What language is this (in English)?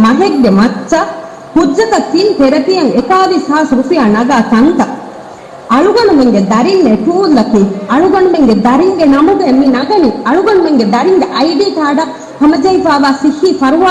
Divehi